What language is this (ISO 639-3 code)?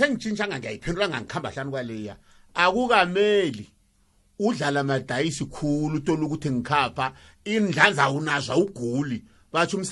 nbl